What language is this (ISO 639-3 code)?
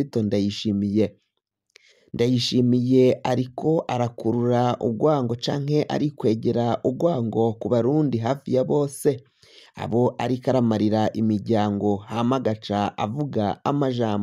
run